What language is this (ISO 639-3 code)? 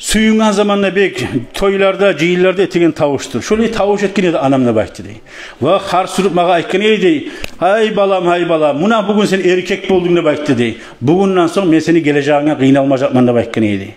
kum